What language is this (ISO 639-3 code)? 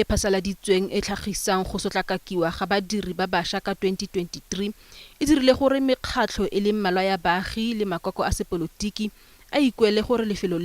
tsn